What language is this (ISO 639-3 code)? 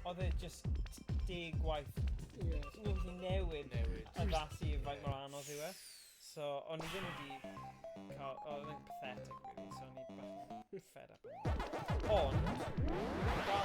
cym